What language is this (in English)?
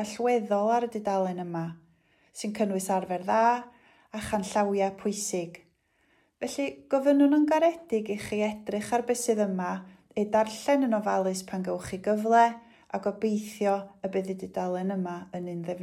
Welsh